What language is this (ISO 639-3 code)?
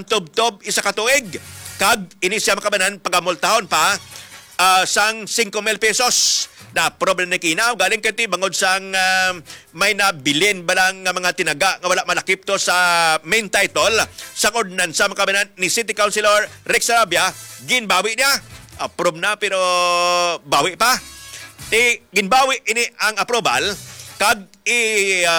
hil